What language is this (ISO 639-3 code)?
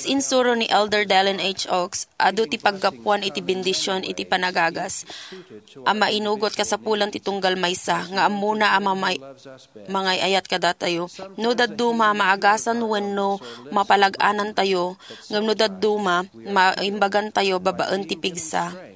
ilo